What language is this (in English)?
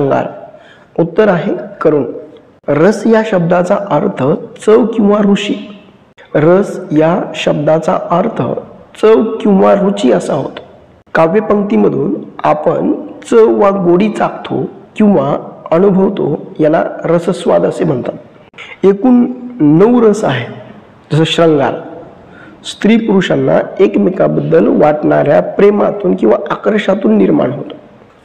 Marathi